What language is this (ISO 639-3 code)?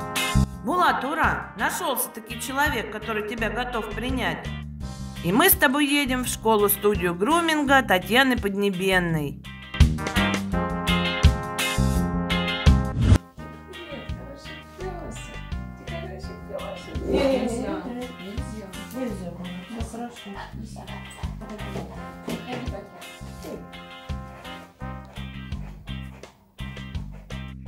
rus